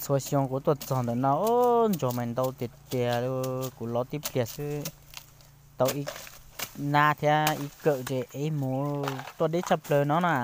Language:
Hmong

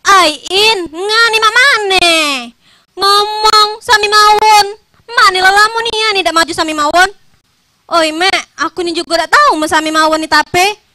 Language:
Musi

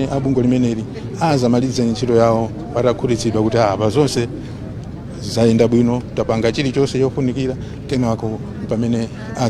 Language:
Nyanja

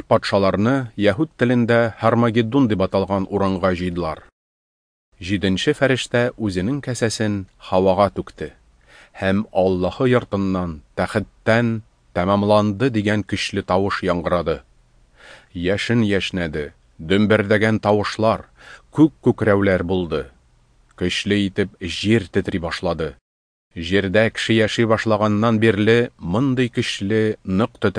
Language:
Tatar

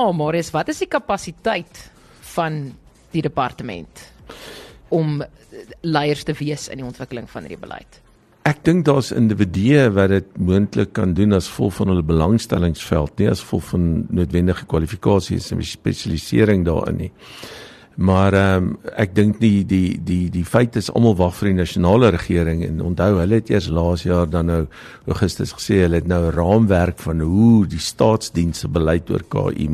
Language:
Afrikaans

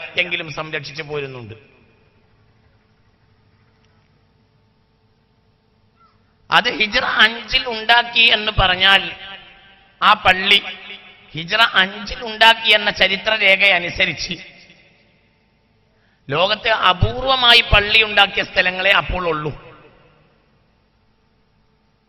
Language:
Malayalam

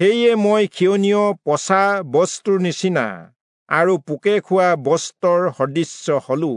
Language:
Assamese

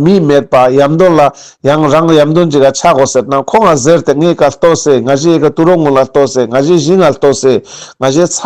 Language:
Ladakhi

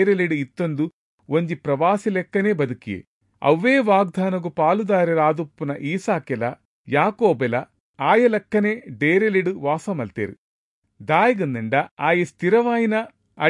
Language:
Tulu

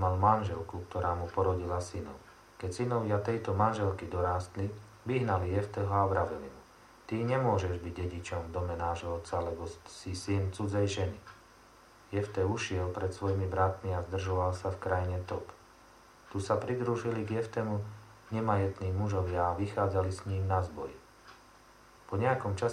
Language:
Slovak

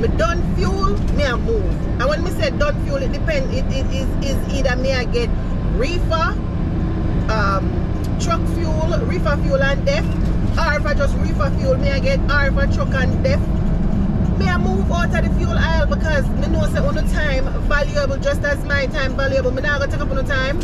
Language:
Jamaican Creole English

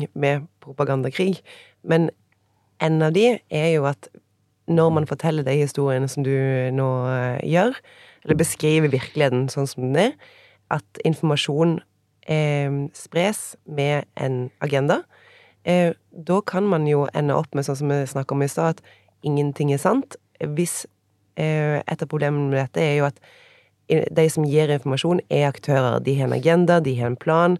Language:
Norwegian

